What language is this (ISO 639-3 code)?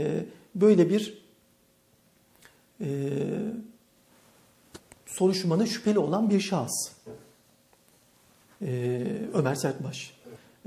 tur